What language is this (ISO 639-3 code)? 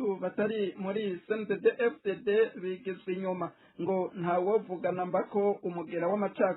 run